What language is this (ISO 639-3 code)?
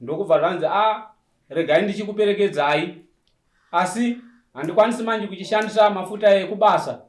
sna